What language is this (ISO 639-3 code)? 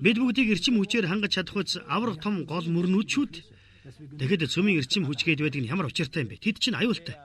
mon